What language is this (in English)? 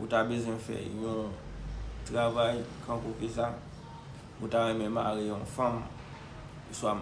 Haitian Creole